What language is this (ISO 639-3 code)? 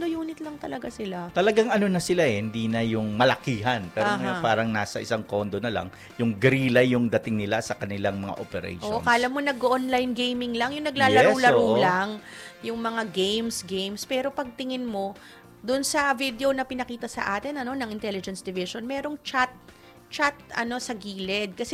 fil